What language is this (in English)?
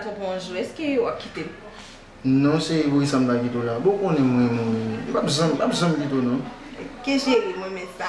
Haitian Creole